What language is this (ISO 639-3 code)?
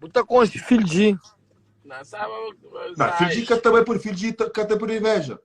kea